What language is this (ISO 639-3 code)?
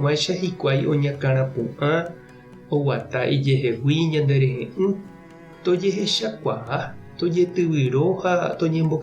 grn